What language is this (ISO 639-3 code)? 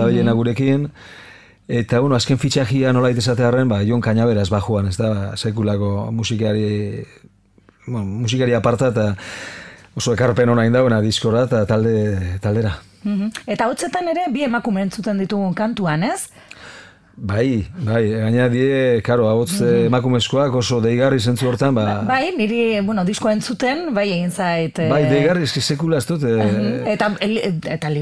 eus